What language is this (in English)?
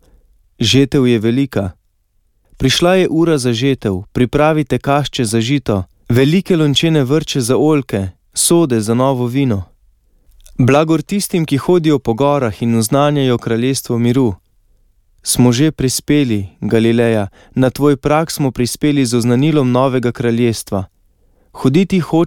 Slovenian